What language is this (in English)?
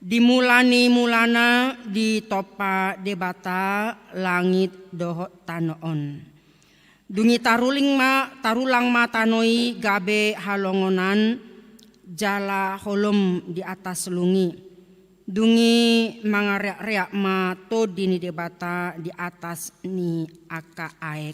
Batak Toba